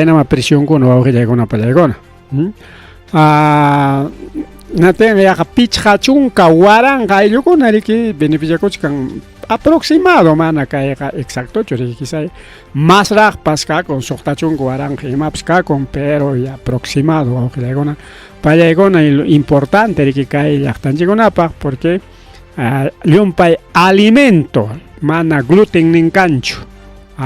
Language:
Ayacucho Quechua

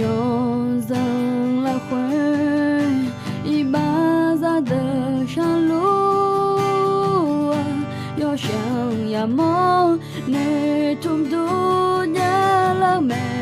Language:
Akha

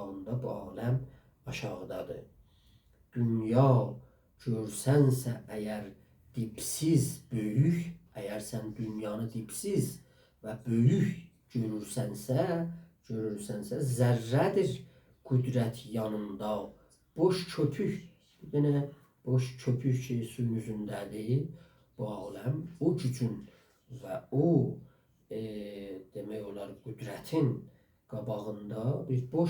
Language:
South Azerbaijani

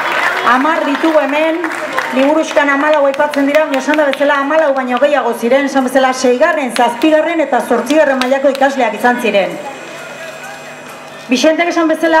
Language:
Basque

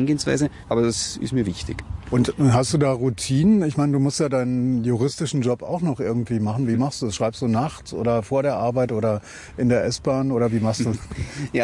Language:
German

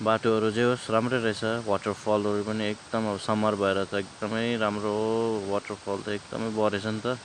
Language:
Nepali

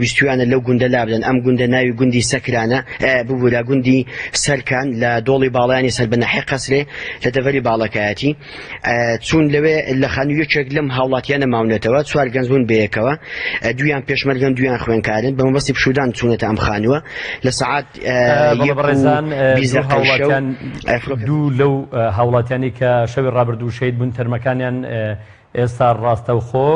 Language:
Central Kurdish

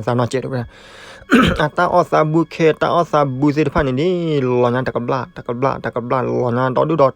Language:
S'gaw Karen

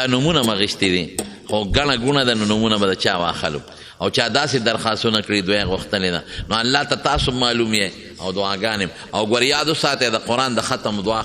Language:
Pashto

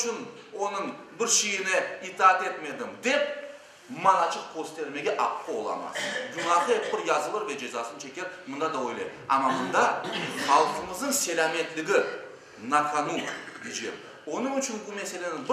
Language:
Crimean Tatar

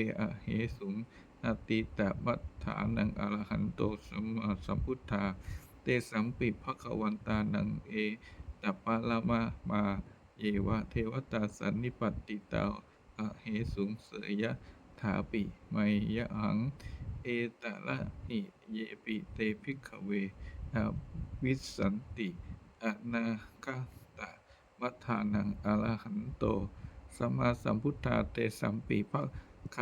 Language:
Pali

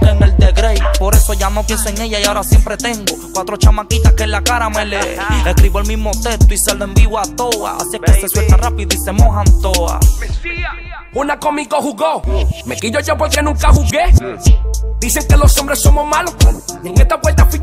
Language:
Spanish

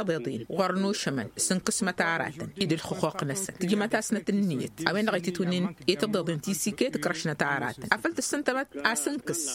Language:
Tamasheq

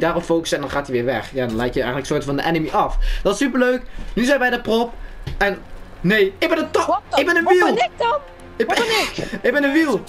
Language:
Dutch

